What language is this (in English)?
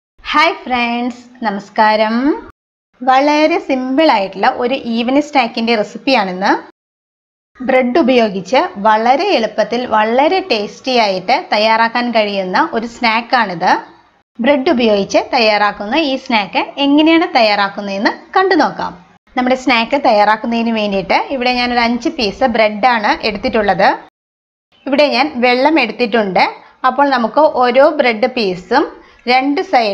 Malayalam